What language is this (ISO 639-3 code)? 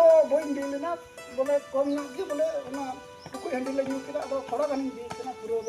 sat